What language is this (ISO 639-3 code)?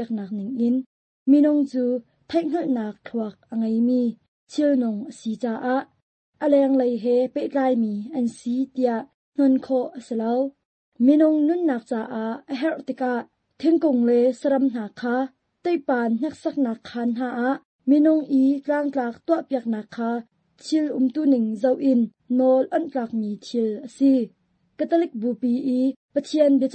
cnh